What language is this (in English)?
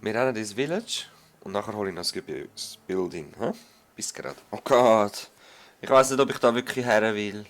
Swiss German